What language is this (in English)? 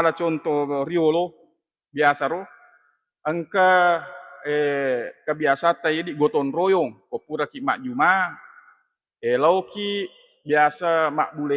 Buginese